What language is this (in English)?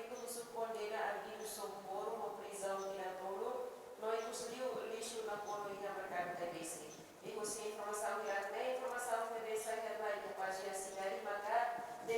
Tetum